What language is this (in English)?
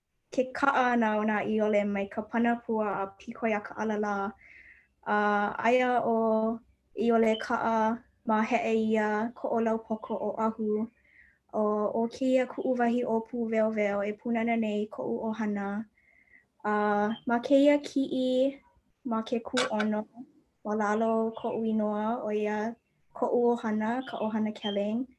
Hawaiian